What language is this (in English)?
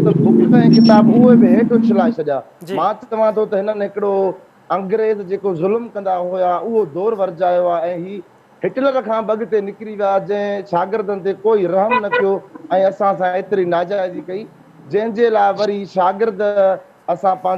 Sindhi